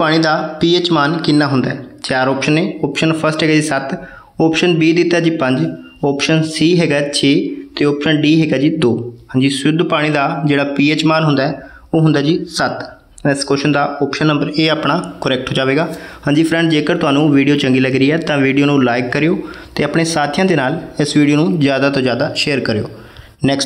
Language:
Punjabi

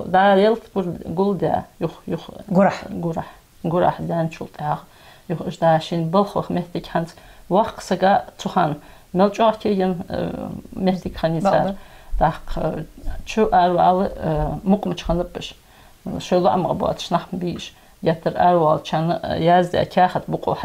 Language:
Ingush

